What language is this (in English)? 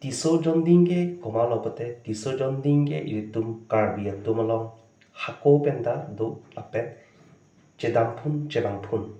Karbi